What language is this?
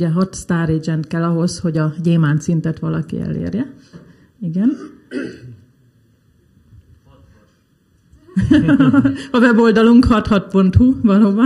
Hungarian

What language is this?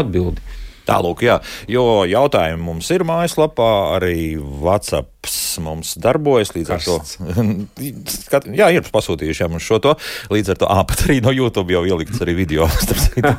Latvian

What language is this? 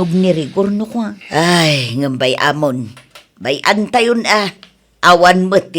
Iloko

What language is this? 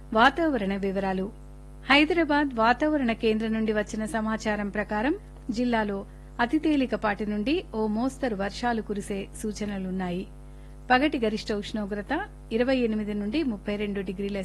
Telugu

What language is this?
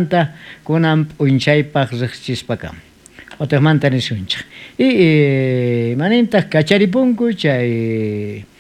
South Bolivian Quechua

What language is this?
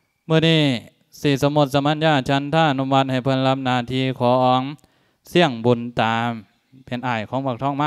Lao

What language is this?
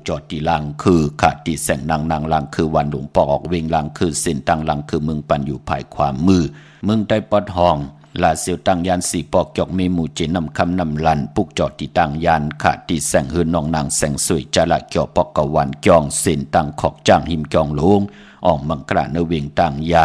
Shan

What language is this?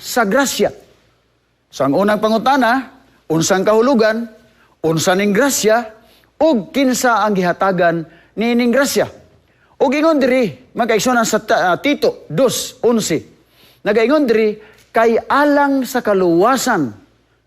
Cebuano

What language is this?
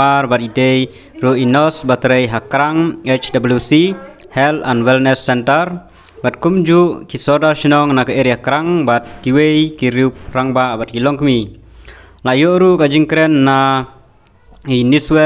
Khasi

